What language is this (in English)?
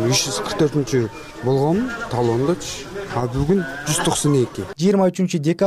Kyrgyz